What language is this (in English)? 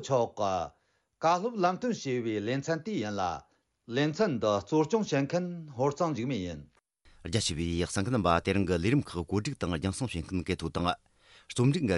Tibetan